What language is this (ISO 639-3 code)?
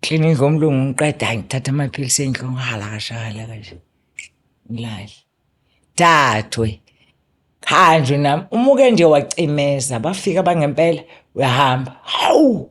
zul